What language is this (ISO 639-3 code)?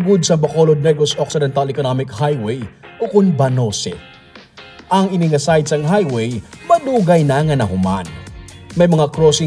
hil